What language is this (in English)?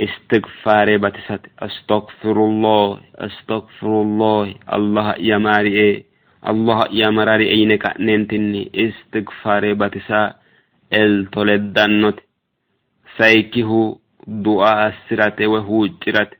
Sidamo